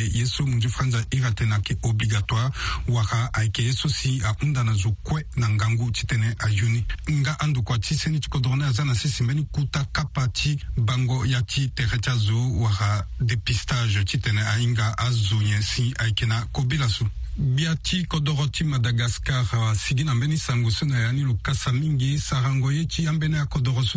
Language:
Sango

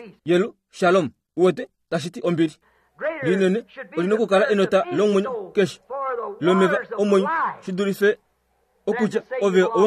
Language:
Kuanyama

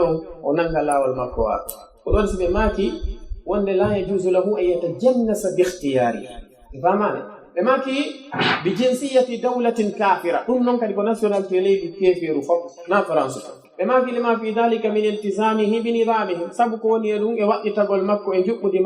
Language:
Pular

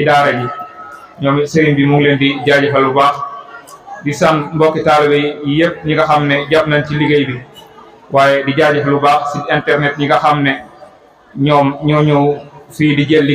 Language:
Wolof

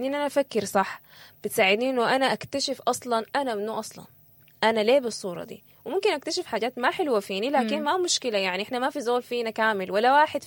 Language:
Sudanese Arabic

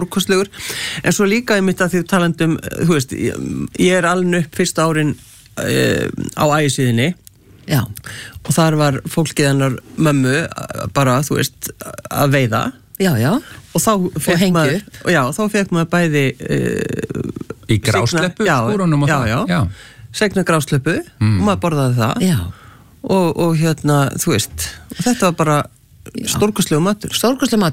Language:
Icelandic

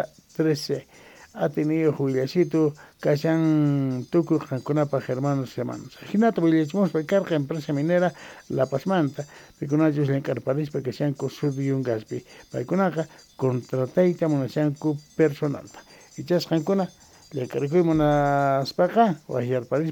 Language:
Quechua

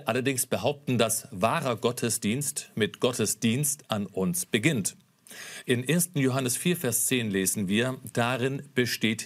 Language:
German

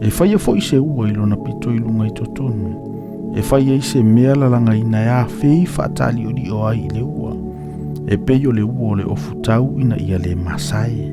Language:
Samoan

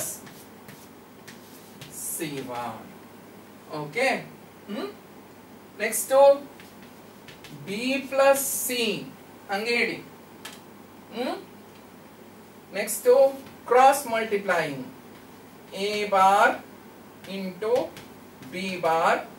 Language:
Kannada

